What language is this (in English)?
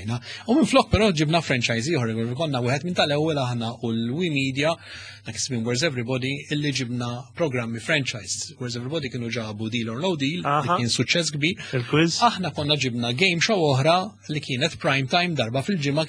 Maltese